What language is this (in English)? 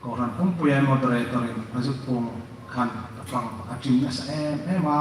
Hmar